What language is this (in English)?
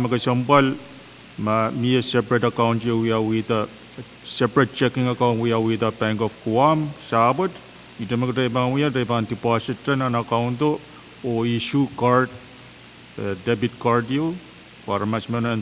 Pohnpeian